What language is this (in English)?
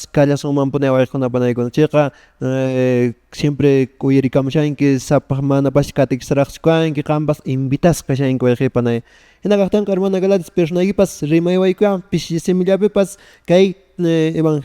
Quechua